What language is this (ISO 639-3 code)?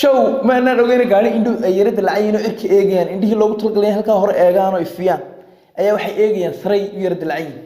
som